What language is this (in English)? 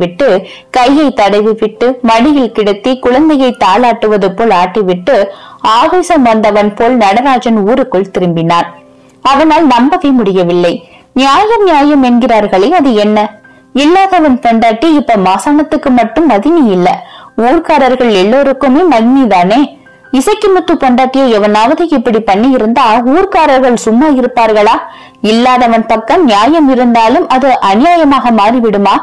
Tamil